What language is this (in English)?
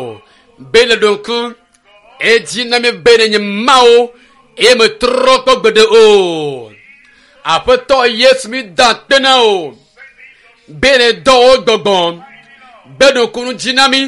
Ewe